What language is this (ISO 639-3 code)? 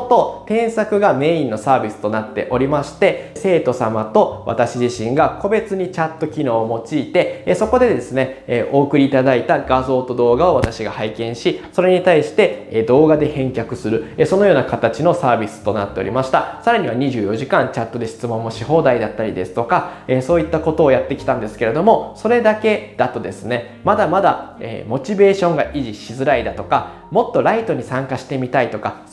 jpn